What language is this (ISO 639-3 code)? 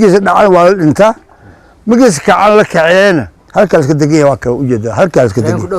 som